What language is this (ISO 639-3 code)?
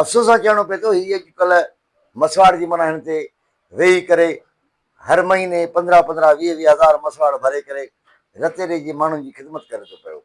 snd